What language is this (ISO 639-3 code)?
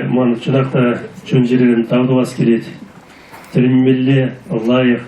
chv